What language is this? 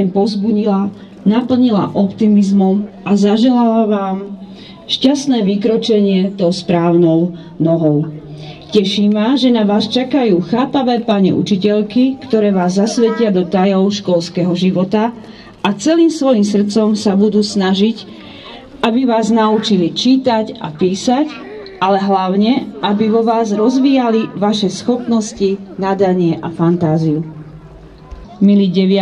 Slovak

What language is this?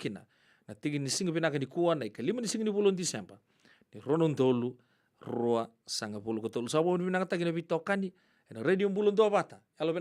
Fijian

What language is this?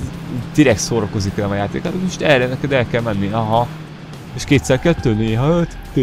Hungarian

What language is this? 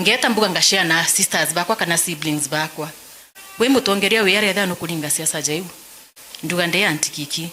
Meru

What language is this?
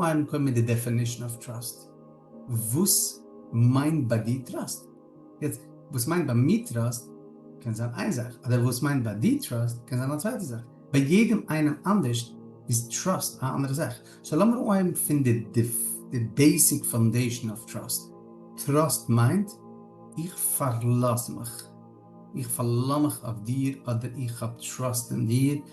Yiddish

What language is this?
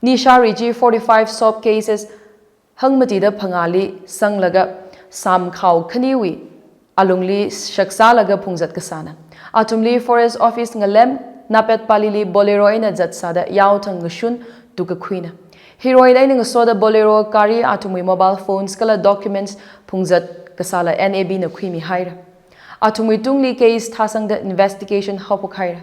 Tangkhul Naga (India)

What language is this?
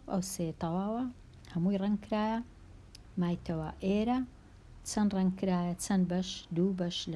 Central Kurdish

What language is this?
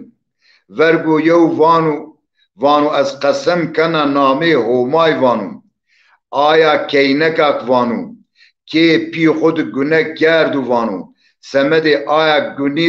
Zaza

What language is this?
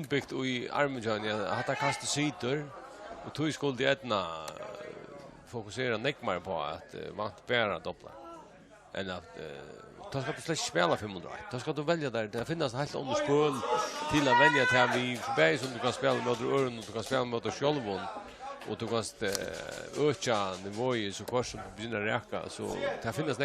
Faroese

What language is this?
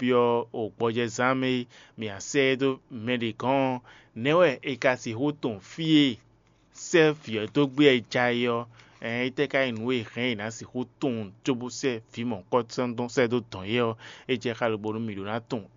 Fon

